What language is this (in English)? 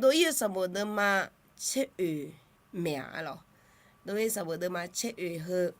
Akha